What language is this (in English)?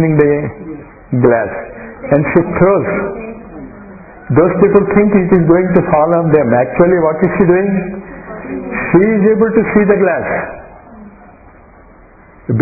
Telugu